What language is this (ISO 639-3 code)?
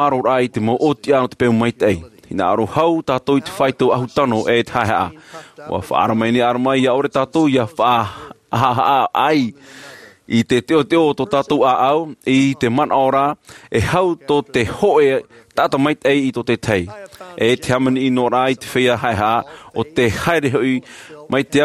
tah